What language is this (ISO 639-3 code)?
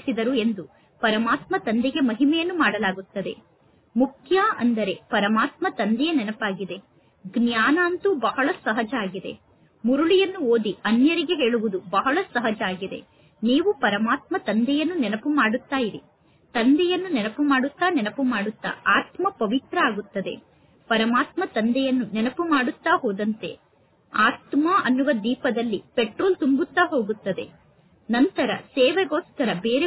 kan